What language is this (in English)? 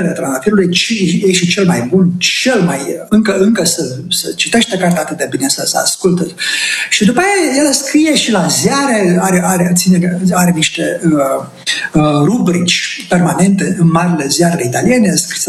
Romanian